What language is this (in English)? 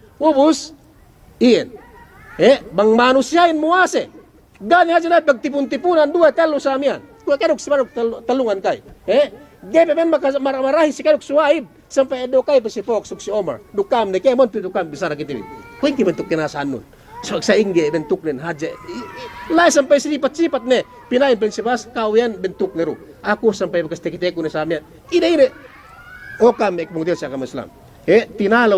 Yakan